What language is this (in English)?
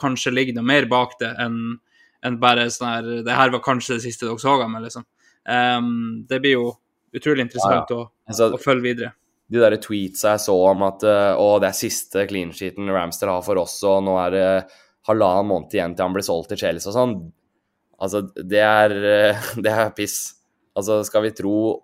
Norwegian